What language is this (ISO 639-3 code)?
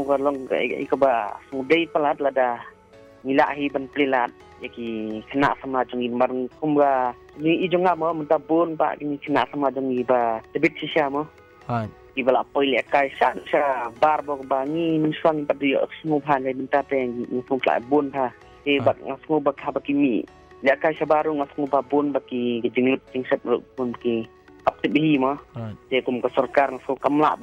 msa